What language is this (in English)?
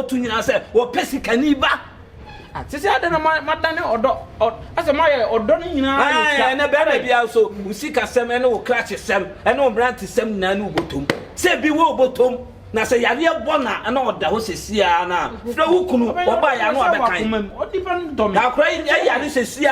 Akan